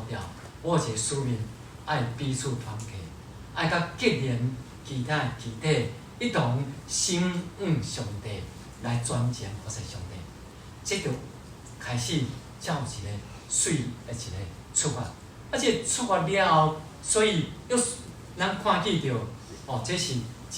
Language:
Min Nan Chinese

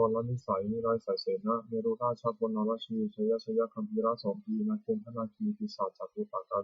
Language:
Pali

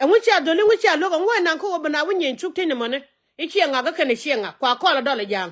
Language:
Nuer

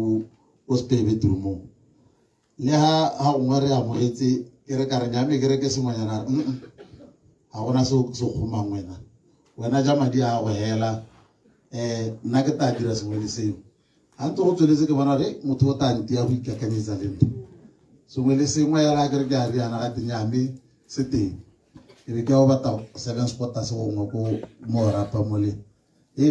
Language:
Tswana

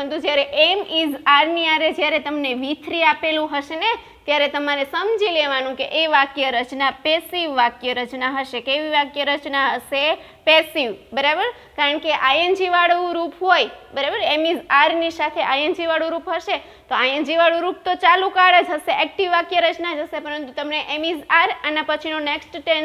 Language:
Gujarati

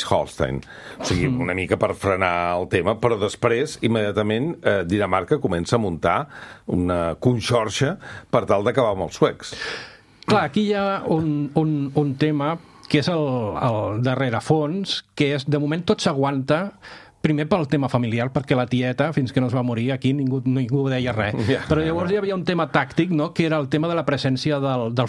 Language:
Catalan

